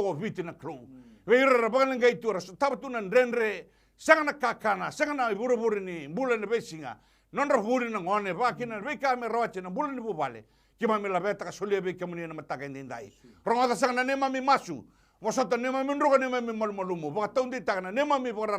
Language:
Fijian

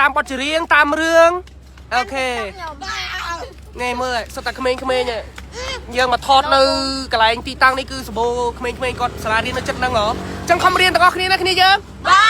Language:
Khmer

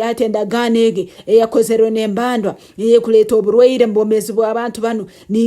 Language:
Nyankole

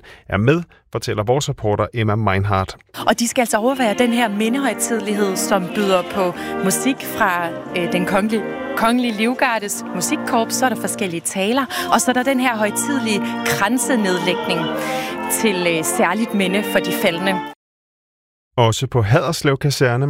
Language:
Danish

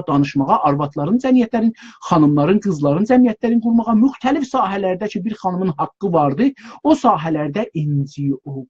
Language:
South Azerbaijani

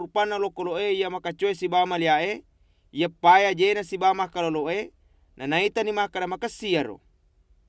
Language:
Buginese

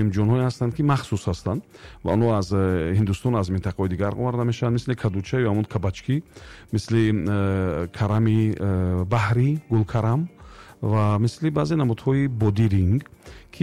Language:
Tajik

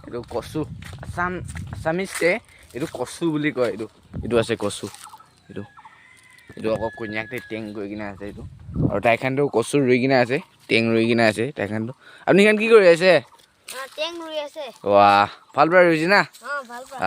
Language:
Naga Pidgin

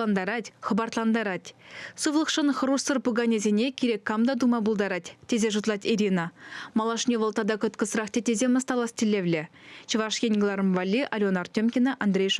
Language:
Chuvash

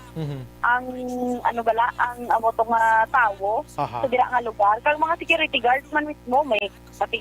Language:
Hiligaynon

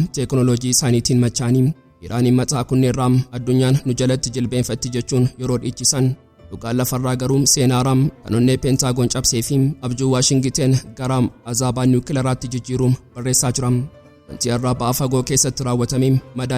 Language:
Oromo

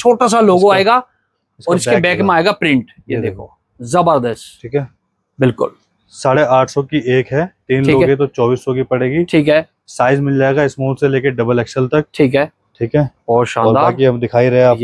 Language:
Hindi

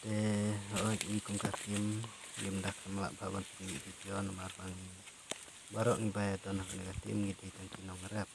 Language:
Khasi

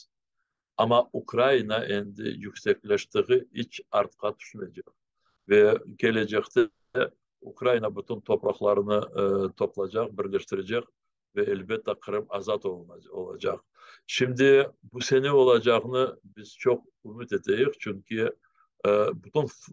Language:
Crimean Tatar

